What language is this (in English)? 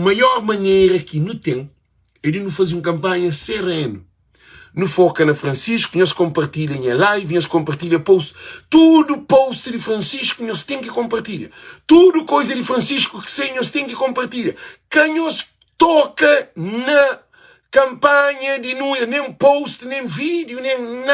Kabuverdianu